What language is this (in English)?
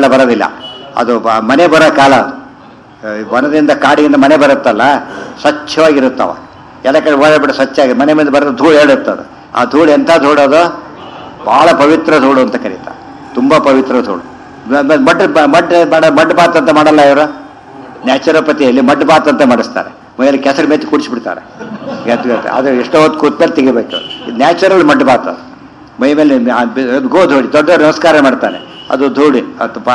Kannada